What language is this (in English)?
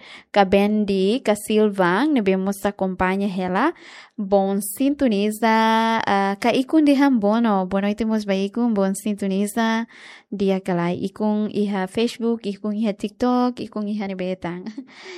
Tetum